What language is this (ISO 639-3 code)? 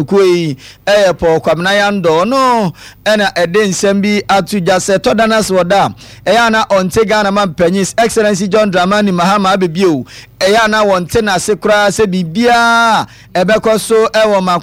aka